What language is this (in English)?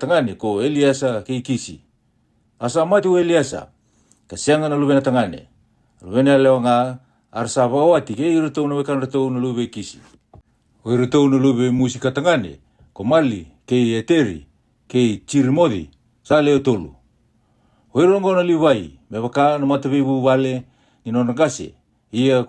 Fijian